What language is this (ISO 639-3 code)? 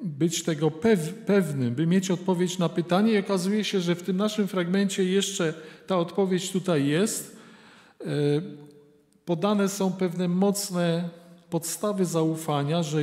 pol